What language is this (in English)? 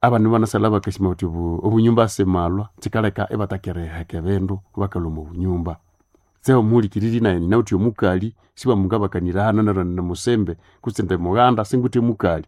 Nande